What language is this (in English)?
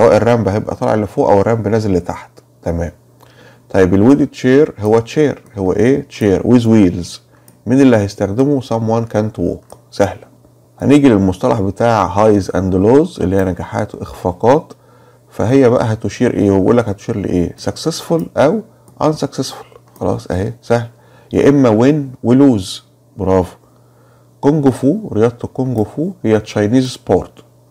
Egyptian Arabic